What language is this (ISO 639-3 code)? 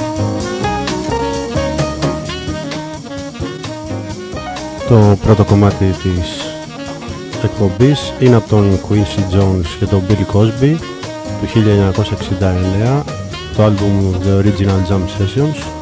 ell